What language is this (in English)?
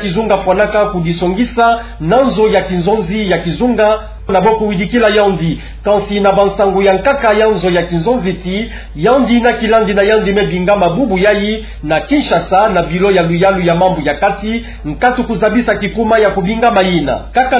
Kituba (Democratic Republic of Congo)